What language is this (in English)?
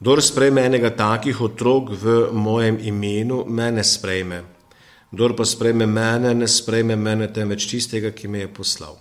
Slovenian